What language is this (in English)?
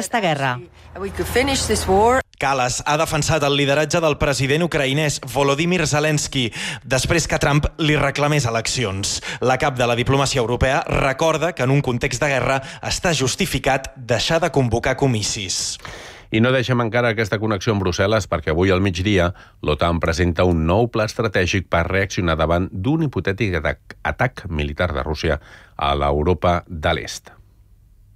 Catalan